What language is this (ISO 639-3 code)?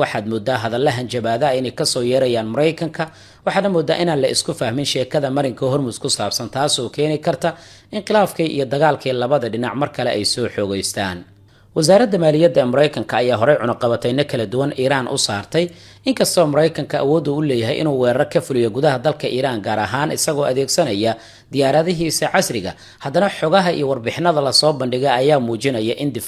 som